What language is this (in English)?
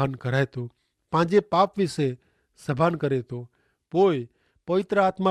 Kachhi